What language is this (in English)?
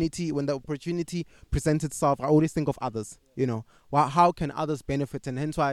English